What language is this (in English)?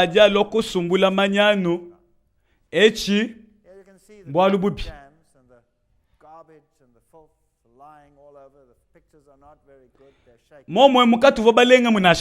Luba-Lulua